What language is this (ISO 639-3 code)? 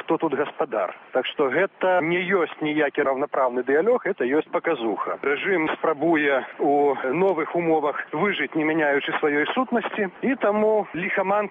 bel